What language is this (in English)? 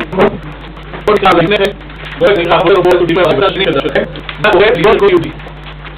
Hebrew